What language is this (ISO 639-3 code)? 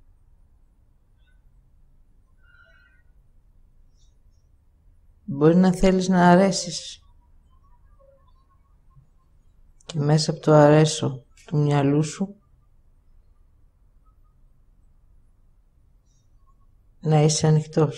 ell